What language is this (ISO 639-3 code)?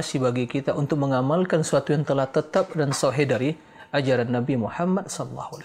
ind